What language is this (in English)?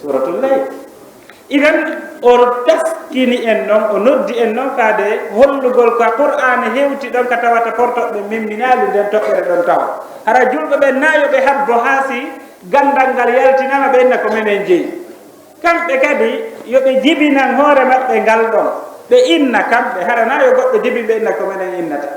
Fula